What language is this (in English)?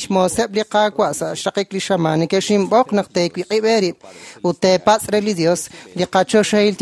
Kekchí